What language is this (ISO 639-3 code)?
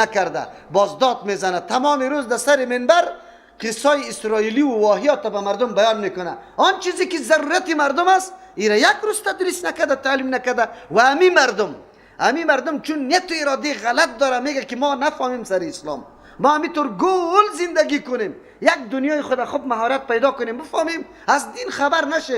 fas